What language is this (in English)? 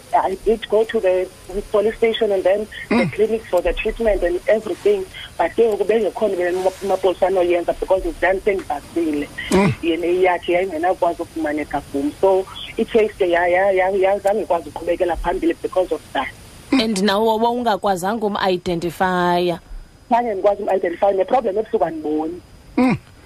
Xhosa